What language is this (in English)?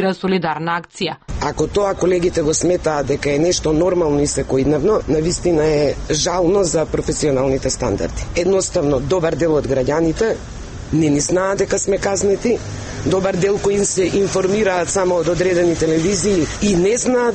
Macedonian